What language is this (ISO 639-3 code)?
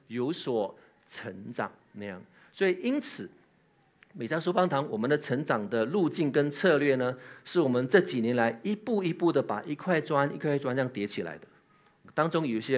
zho